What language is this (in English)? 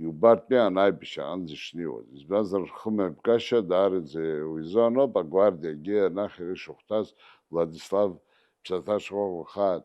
Abkhazian